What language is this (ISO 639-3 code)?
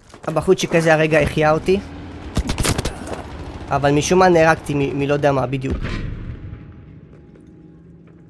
heb